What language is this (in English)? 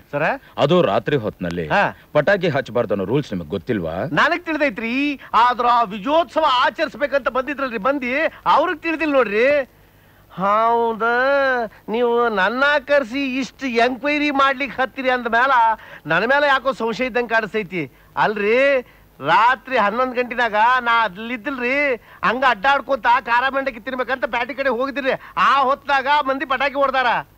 Kannada